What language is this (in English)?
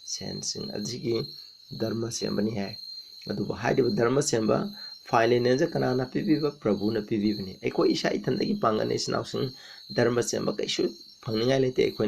Manipuri